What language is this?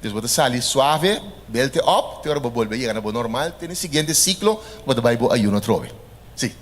Papiamento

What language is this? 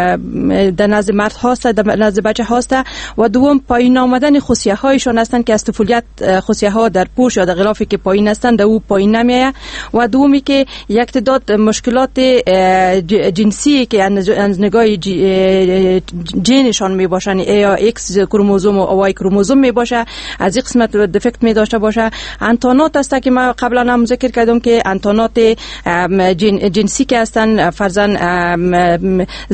Persian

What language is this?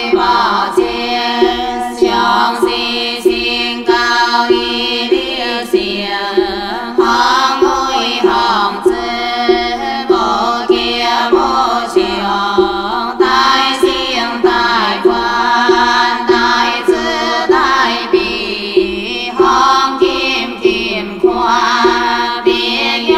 Vietnamese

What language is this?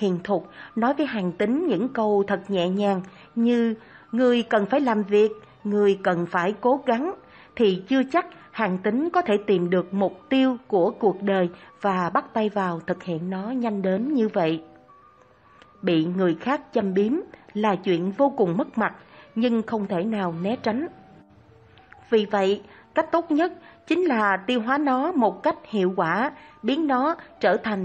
Vietnamese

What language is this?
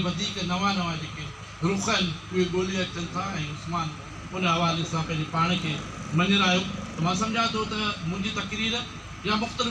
Sindhi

